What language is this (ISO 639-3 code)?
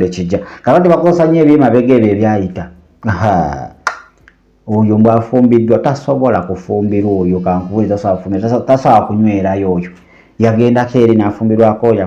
lug